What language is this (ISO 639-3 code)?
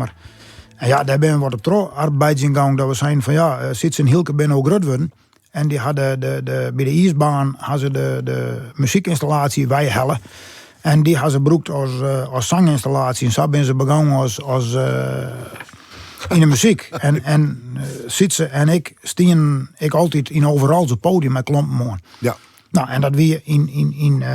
fry